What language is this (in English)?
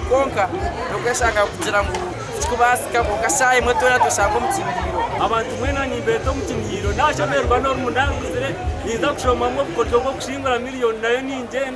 Nyankole